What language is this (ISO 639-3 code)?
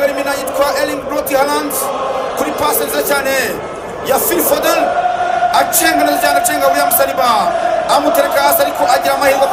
kin